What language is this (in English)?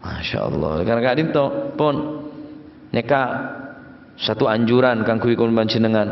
Madurese